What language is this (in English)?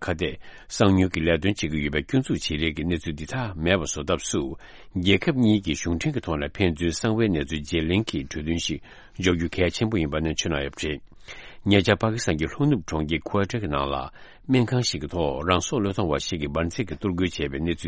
Tibetan